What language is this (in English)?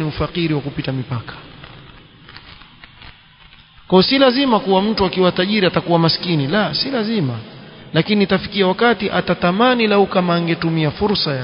Swahili